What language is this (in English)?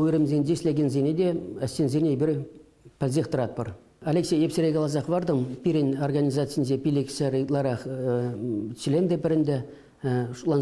Chuvash